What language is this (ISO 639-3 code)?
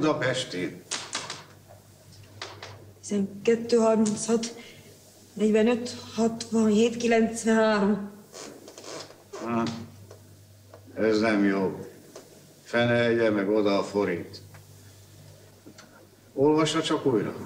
hun